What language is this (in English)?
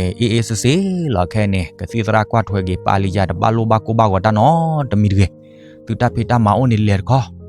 S'gaw Karen